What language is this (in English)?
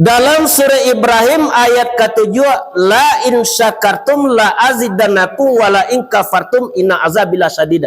Minangkabau